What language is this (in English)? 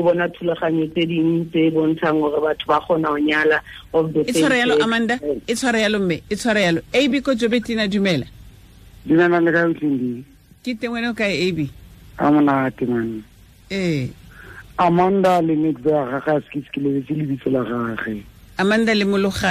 Tswana